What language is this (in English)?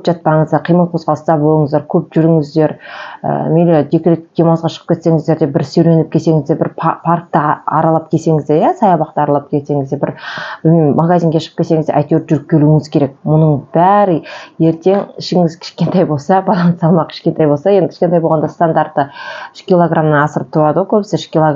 Kazakh